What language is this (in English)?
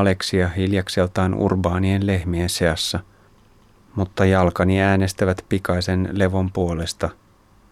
Finnish